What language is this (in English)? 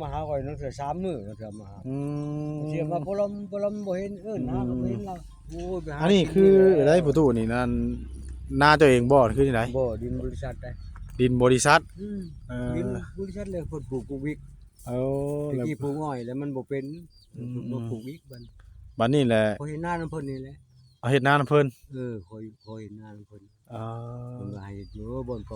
Northeastern Thai